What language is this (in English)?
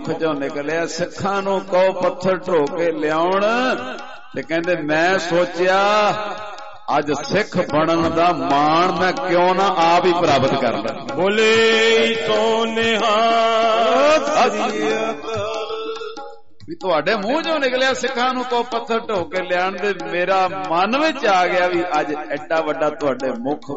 Punjabi